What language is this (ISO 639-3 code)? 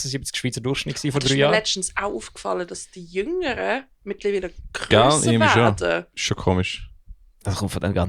gsw